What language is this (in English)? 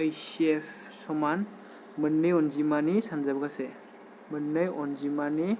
Bodo